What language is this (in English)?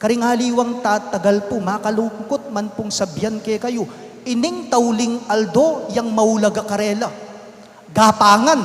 Pampanga